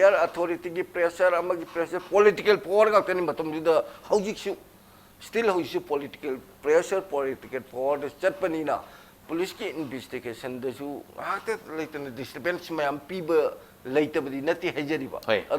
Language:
Manipuri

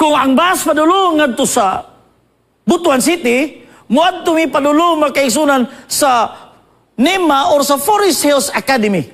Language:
Cebuano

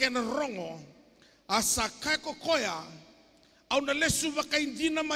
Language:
Fijian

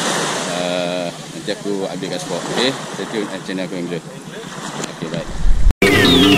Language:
Malay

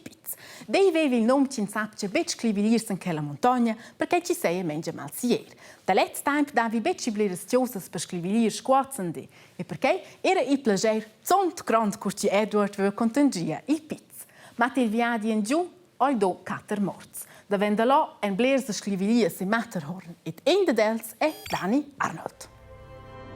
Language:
Romansh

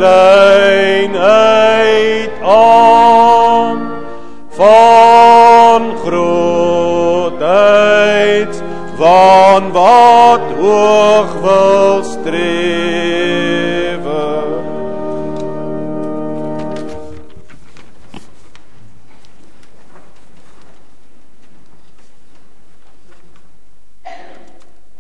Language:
Afrikaans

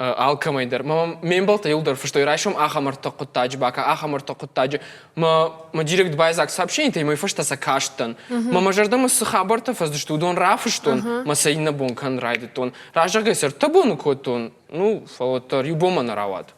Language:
Ossetic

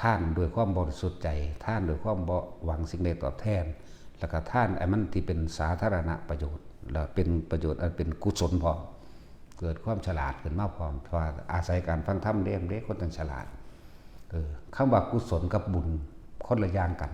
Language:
Northeastern Thai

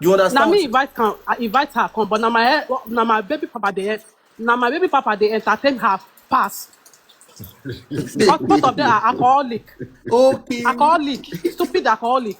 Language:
Nigerian Pidgin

